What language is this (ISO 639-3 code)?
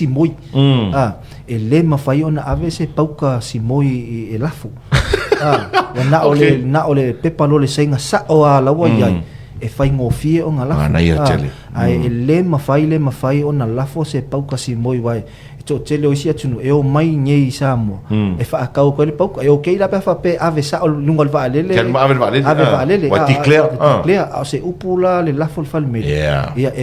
smo